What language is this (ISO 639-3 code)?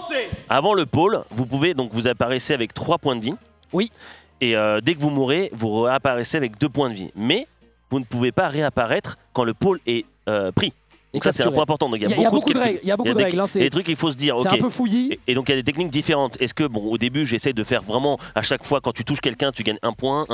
fra